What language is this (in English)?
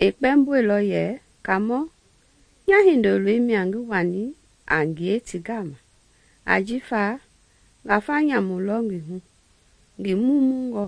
Mende